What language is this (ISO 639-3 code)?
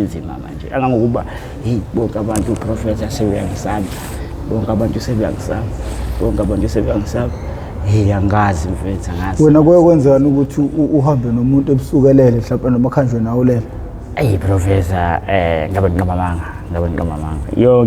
zul